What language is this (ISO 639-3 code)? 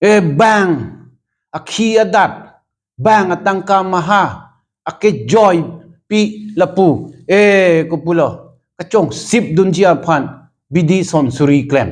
mjw